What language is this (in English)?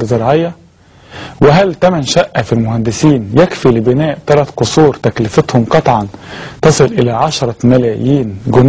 Egyptian Arabic